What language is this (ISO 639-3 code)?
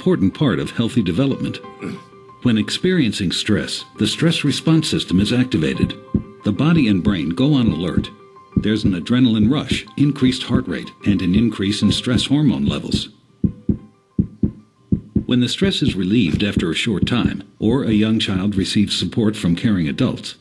eng